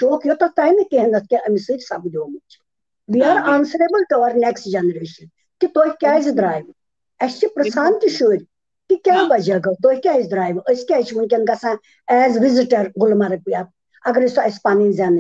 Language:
Kashmiri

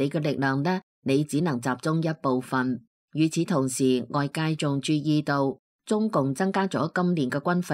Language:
Cantonese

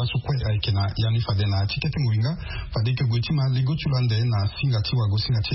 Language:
Sango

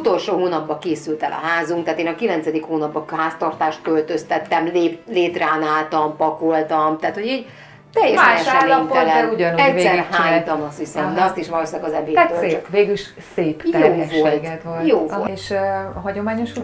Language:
Hungarian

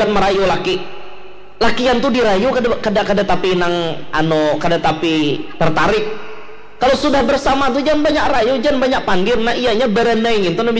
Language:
Banjar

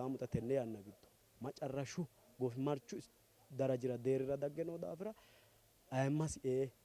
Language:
Sidamo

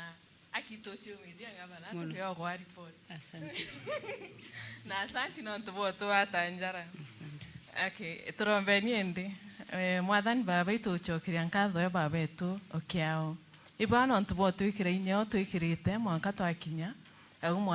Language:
Meru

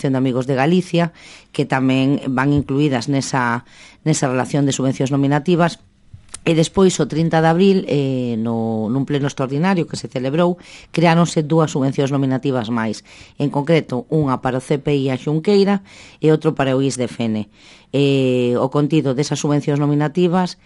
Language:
Galician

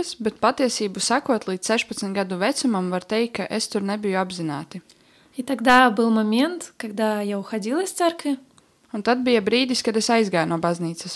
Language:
Latvian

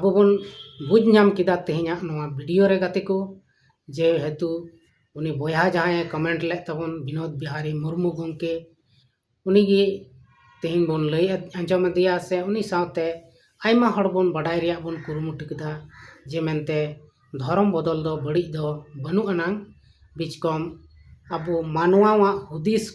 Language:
Santali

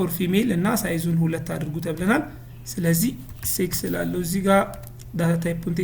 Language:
Amharic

